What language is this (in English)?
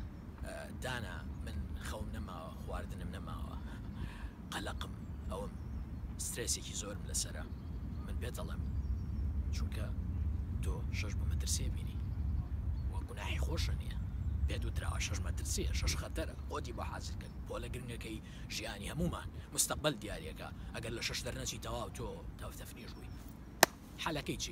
Central Kurdish